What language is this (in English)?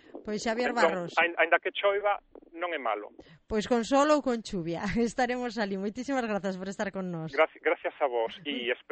Galician